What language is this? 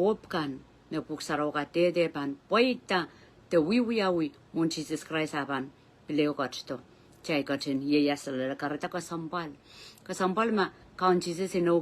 Pohnpeian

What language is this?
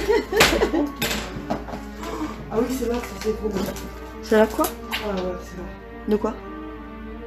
French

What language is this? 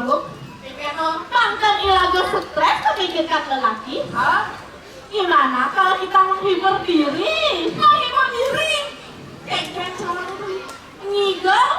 Balinese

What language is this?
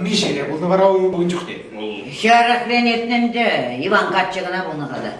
Chuvash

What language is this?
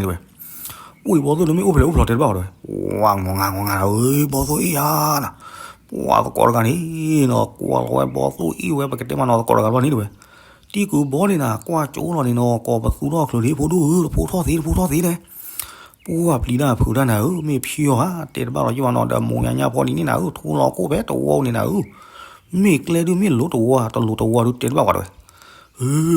S'gaw Karen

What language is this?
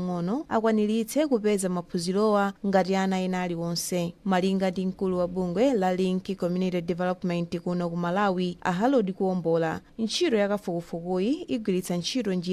Nyanja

